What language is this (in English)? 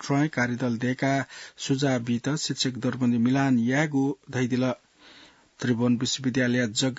Newari